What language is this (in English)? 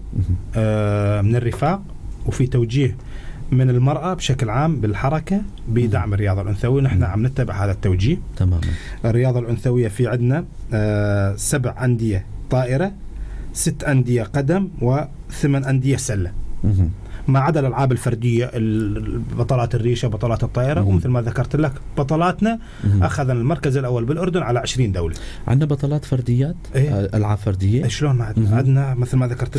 North Levantine Arabic